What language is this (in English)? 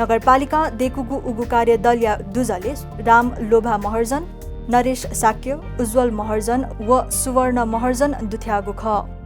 Newari